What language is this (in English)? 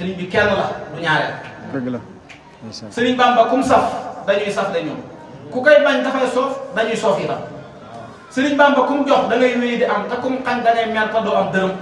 Wolof